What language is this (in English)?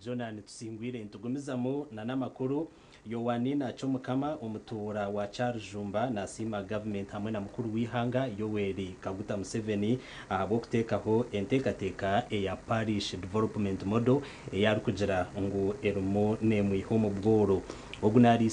Nyankole